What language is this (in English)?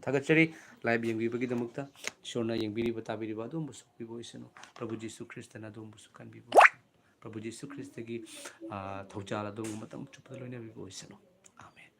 Manipuri